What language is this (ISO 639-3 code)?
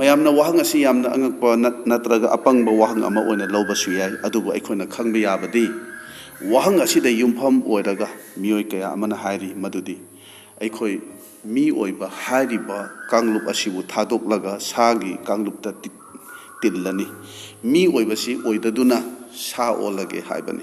mni